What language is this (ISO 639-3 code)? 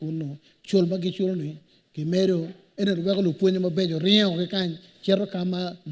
ach